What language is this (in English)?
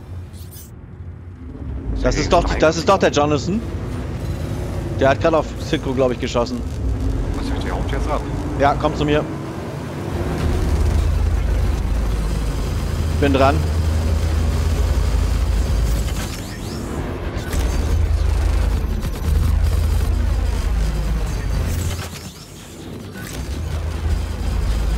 German